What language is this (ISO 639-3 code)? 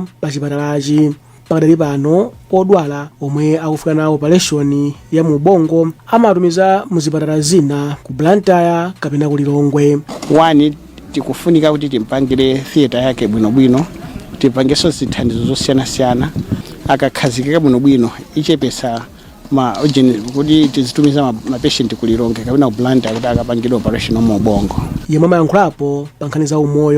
nya